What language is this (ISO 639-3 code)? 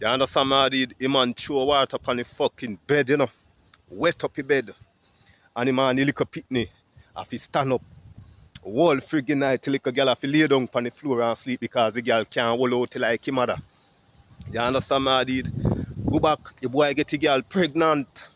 jam